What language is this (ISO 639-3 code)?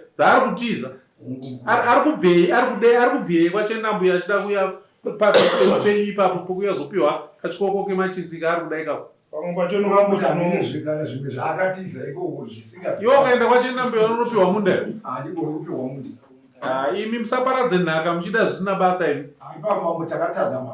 sna